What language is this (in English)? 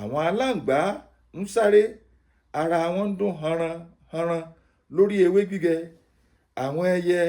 Yoruba